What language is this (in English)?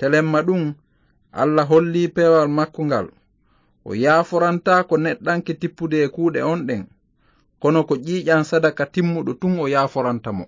Fula